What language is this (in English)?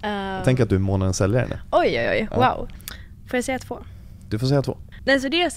Swedish